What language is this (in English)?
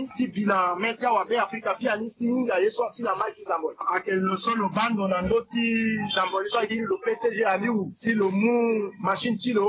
Sango